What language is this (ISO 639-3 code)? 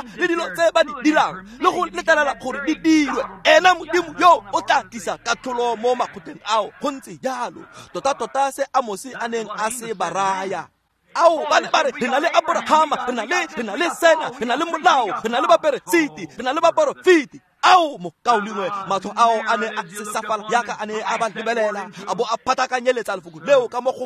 tsn